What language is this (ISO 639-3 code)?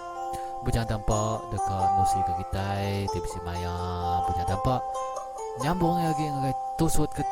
iba